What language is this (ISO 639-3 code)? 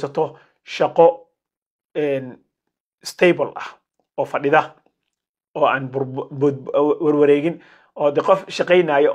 som